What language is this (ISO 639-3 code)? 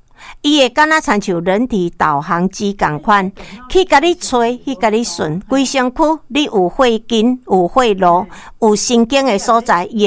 nan